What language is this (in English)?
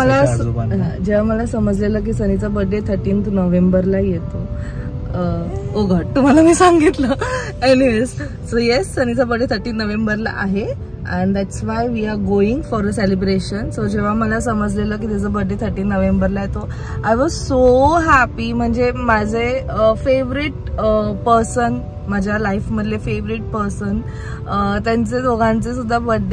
Marathi